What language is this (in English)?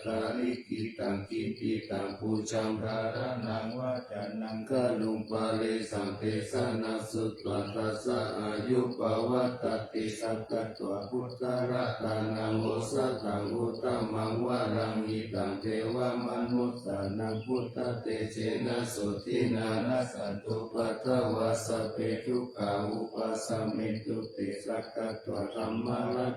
Pali